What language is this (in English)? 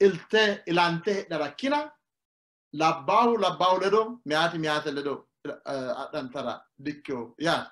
Sidamo